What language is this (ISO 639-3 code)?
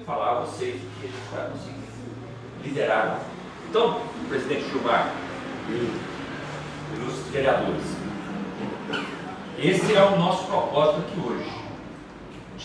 por